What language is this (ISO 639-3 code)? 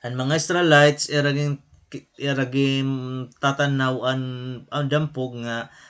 war